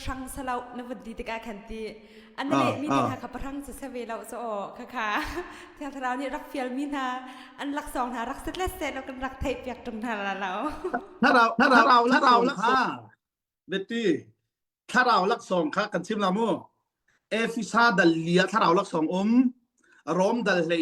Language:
Hakha Chin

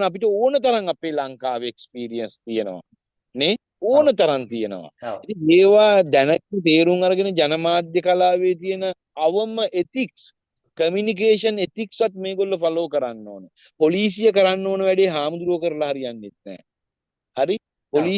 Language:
Sinhala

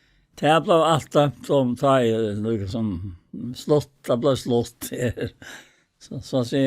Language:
Faroese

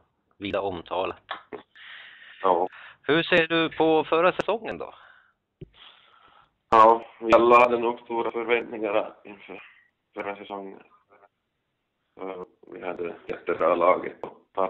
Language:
Swedish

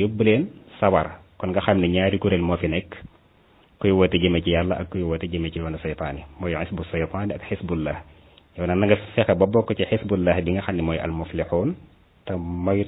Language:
Wolof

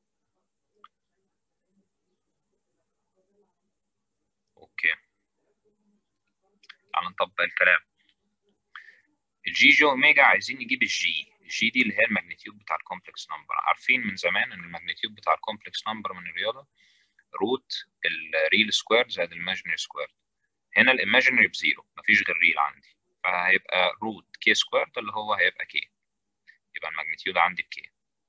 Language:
Egyptian Arabic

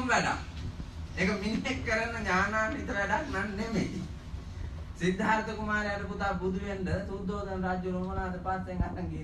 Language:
Sinhala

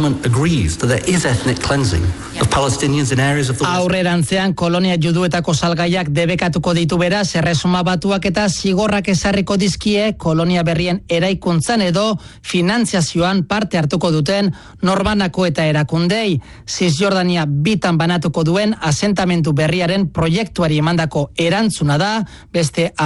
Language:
Basque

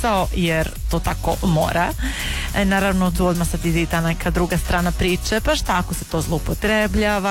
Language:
Serbian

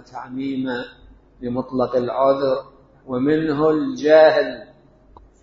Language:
Mesopotamian Arabic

